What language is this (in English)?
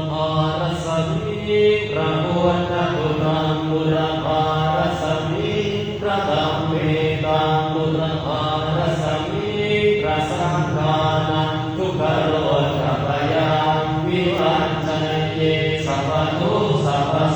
Pali